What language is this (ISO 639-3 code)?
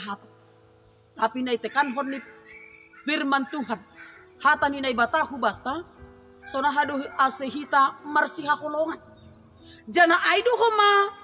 bts